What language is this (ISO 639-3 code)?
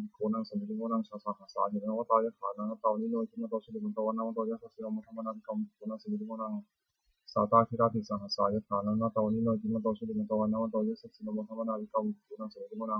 pli